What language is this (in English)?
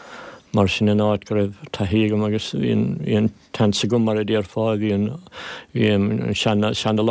Irish